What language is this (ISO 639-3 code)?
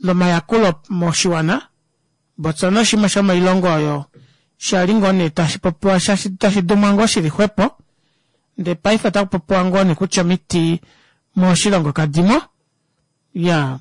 kua